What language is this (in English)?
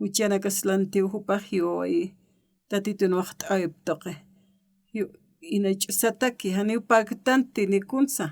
Aymara